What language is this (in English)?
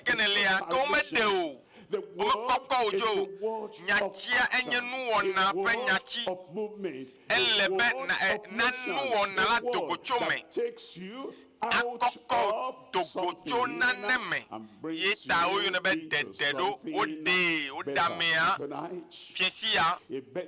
Ewe